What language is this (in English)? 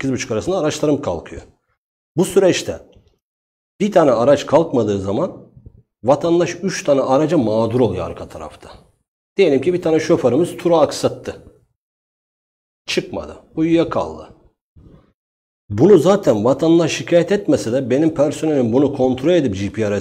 Turkish